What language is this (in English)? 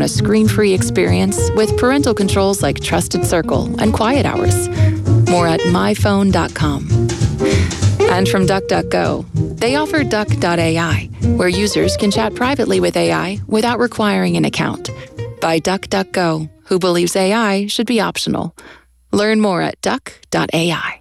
English